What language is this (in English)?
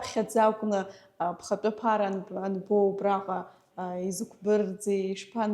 Abkhazian